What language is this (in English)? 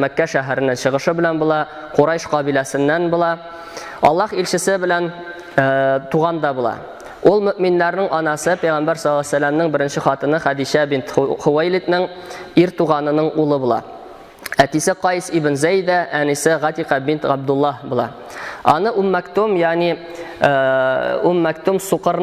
Tatar